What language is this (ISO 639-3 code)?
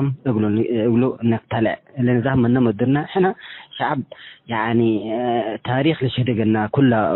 tig